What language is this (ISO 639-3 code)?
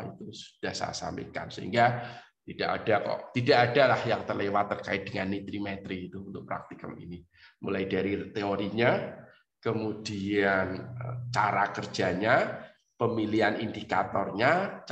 ind